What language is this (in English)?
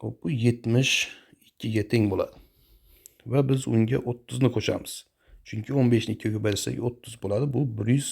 Uzbek